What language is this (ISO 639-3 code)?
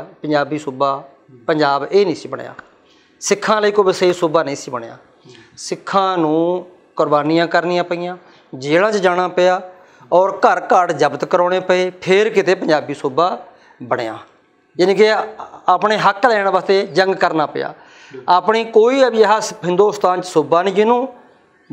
pan